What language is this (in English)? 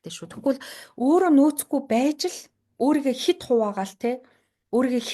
Mongolian